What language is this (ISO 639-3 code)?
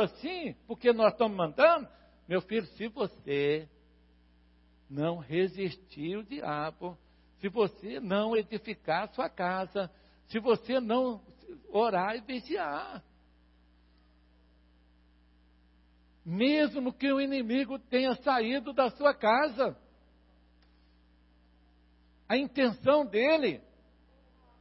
por